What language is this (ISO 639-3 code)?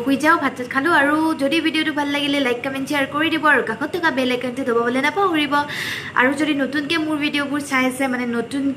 asm